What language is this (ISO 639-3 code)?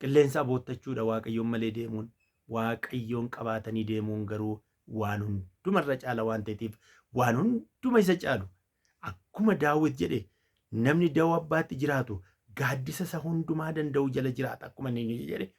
orm